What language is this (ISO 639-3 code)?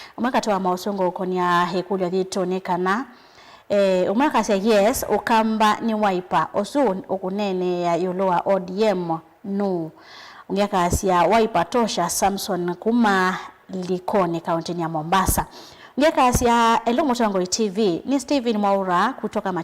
kam